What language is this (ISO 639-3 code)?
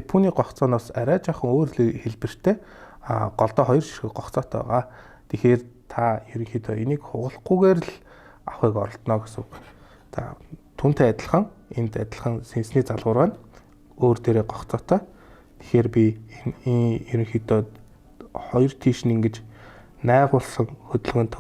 mon